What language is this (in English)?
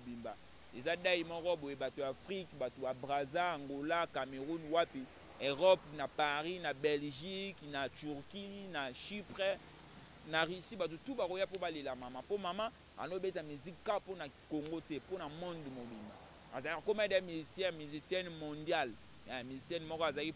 Lingala